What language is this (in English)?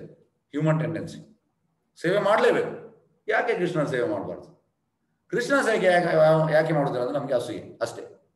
Kannada